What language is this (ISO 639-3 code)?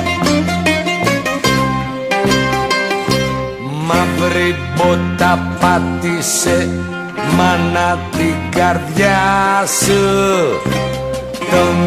ell